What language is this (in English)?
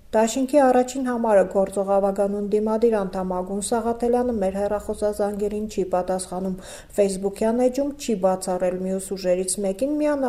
Armenian